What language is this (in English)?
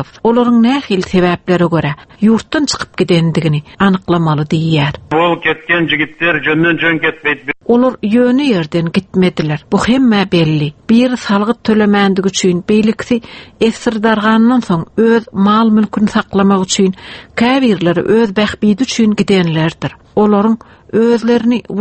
Turkmen